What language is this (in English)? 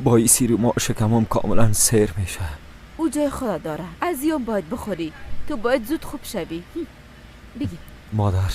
Persian